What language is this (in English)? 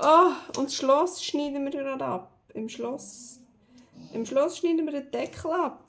Swiss German